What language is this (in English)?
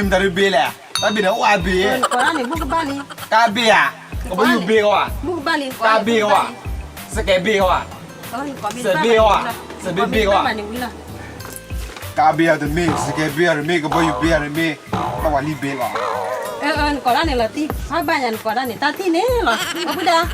S'gaw Karen